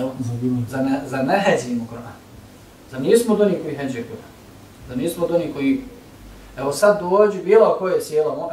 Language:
Bosnian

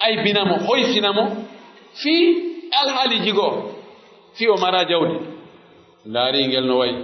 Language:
Pular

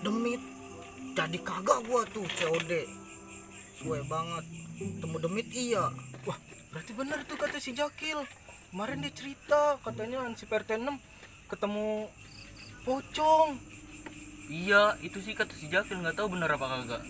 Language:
Betawi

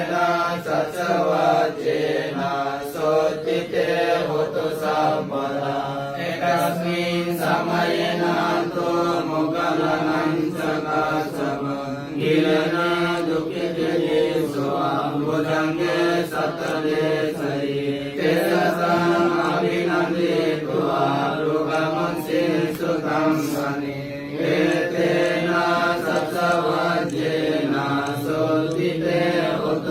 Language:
Pali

